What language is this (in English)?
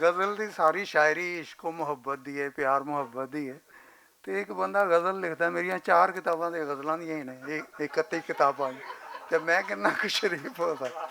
Western Panjabi